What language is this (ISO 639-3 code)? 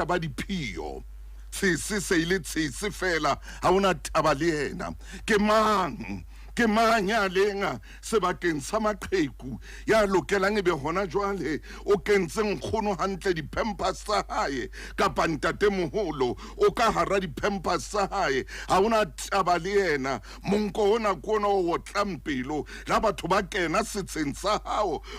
sot